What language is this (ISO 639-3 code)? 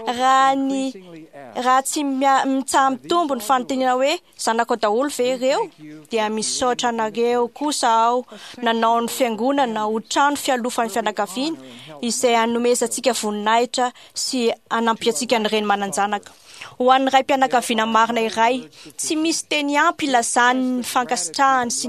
mlg